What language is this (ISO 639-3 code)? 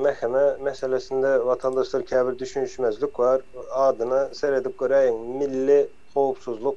tuk